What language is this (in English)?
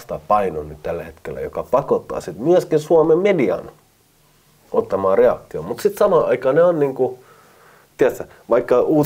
Finnish